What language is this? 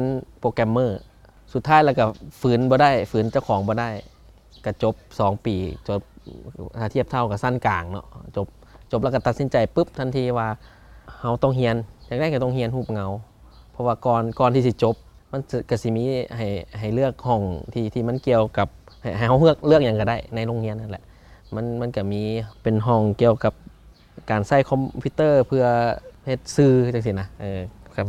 Lao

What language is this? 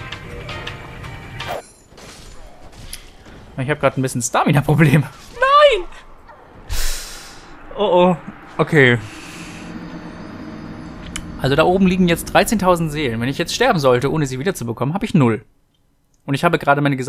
German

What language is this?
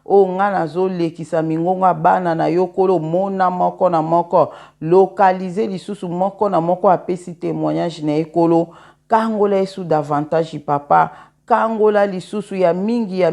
Lingala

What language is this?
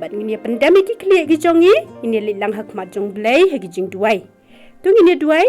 Khasi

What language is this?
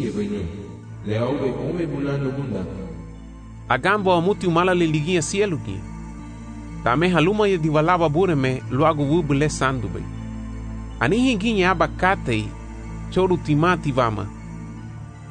Garifuna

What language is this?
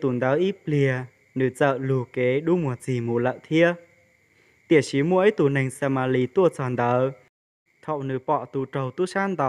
Hmong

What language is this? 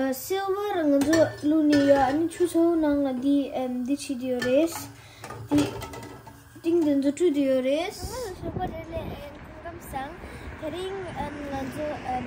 Tibetan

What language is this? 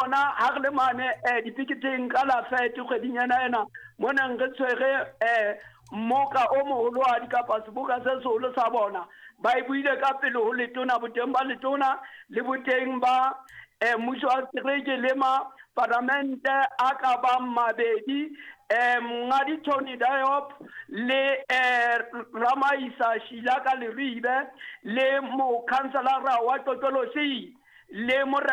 Southern Sotho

